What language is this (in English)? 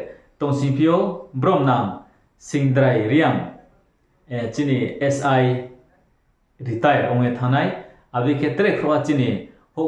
Riang (India)